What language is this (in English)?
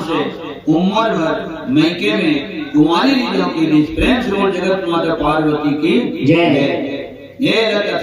Chhattisgarhi